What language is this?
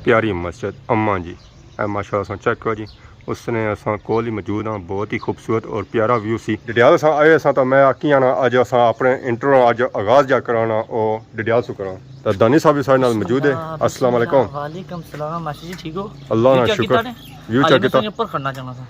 Pahari-Potwari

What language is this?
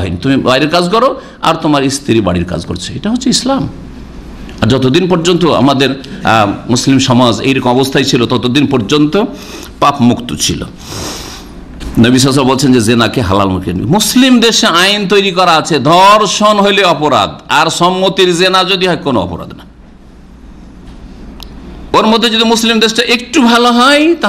Bangla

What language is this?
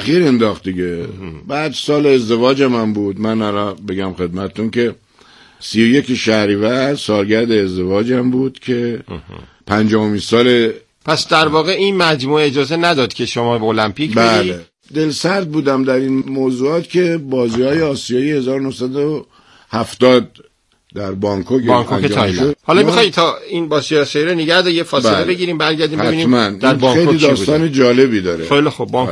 Persian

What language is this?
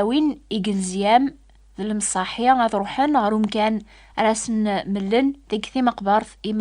Kabyle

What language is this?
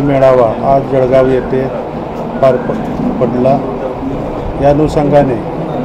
Marathi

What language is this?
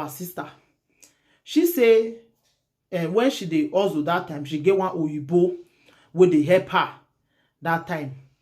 Nigerian Pidgin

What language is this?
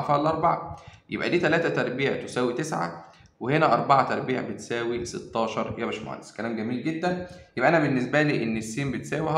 Egyptian Arabic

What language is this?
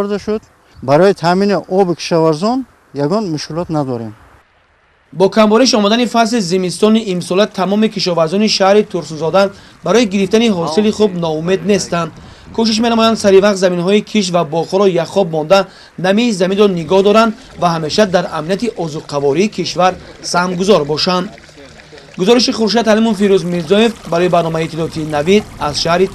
Tajik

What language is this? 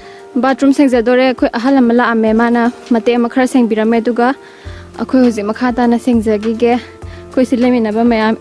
Manipuri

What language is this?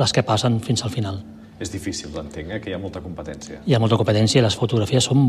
Catalan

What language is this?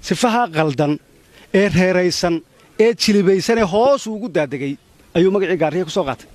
Somali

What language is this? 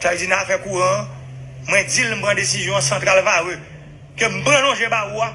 Haitian Creole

